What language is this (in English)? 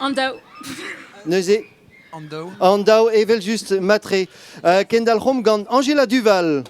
Breton